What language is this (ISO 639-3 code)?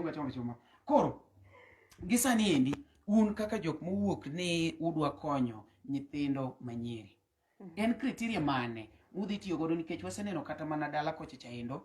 luo